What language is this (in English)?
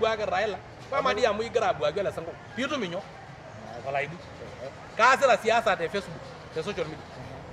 Masai